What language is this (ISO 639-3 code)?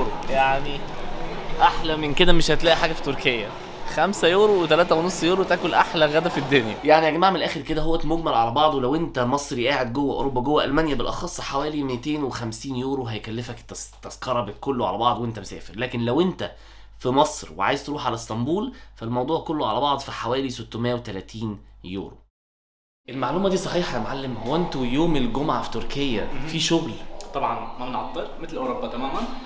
arz